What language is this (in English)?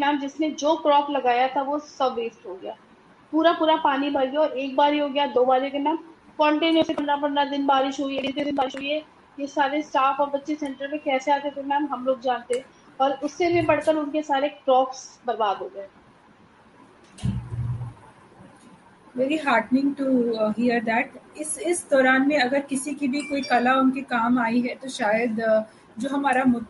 Hindi